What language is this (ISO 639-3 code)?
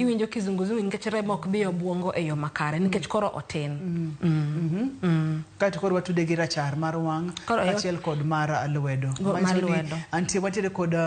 luo